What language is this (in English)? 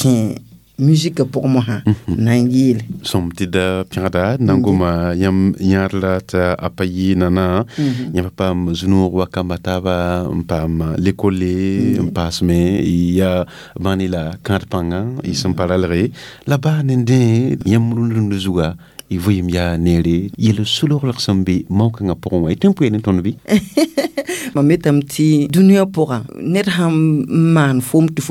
Mossi